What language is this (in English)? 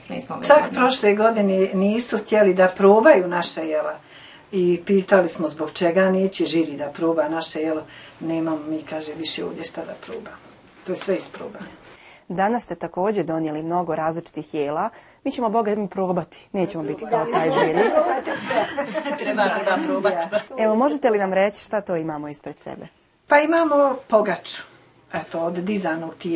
Bosnian